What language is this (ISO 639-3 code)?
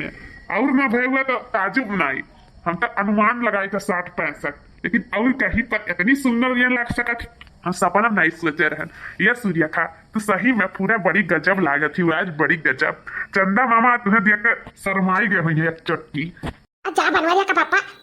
awa